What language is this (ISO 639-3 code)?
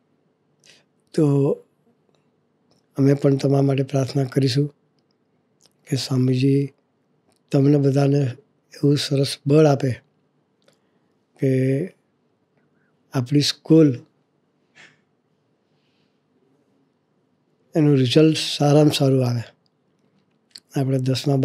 guj